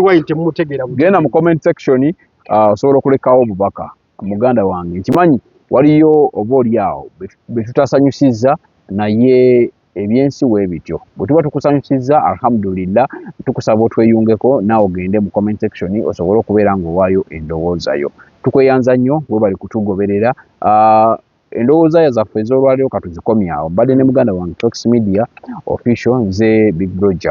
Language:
Ganda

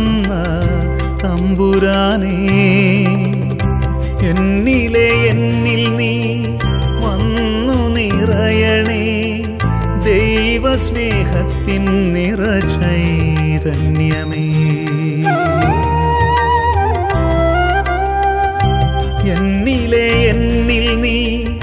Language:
Malayalam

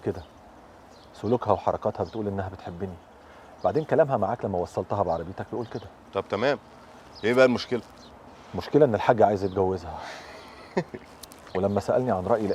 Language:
Egyptian Arabic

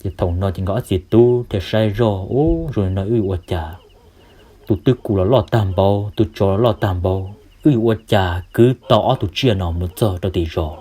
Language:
Hmong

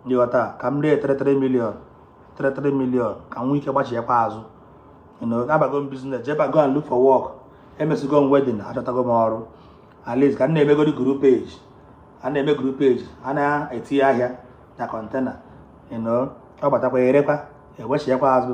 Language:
Igbo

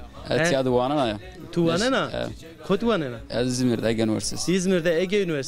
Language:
Zaza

